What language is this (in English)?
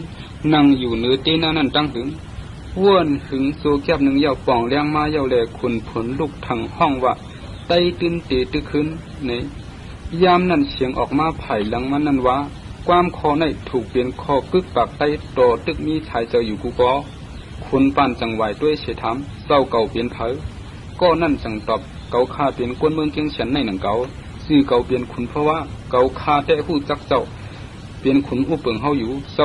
Shan